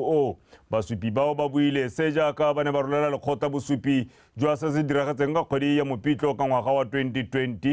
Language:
Tswana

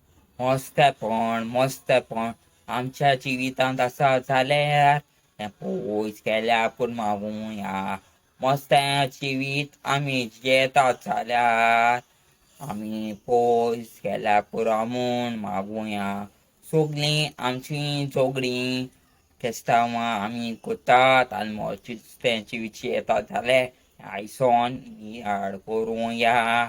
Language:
Konkani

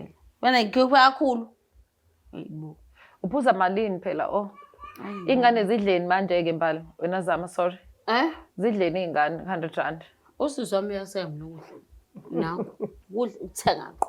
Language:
Zulu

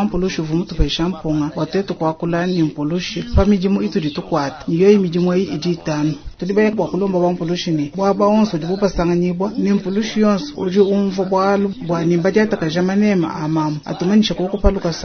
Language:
Luba-Lulua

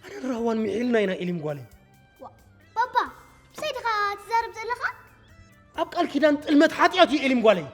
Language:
Tigrinya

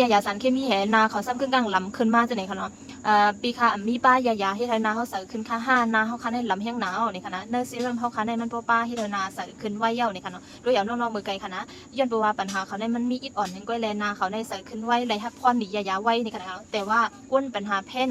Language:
Shan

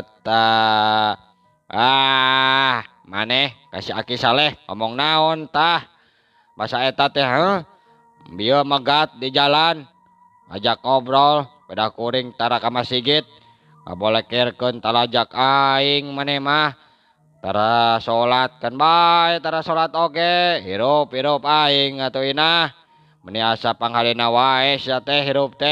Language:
Sundanese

